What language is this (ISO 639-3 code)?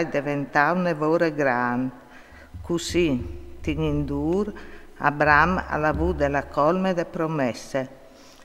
fur